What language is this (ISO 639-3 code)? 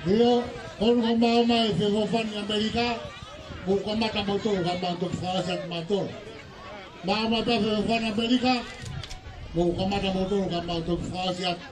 ton